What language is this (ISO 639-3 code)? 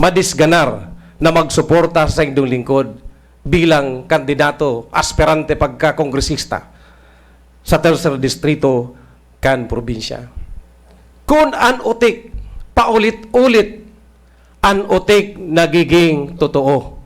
bik